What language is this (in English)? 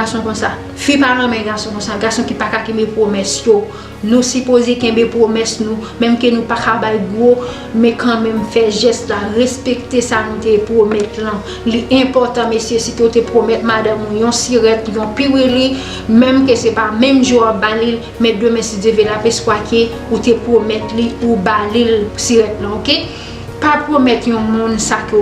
Haitian Creole